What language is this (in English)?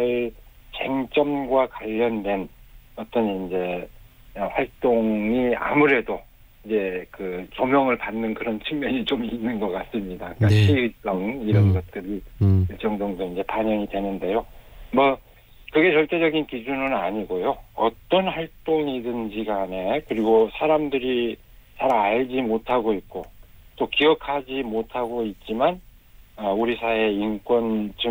Korean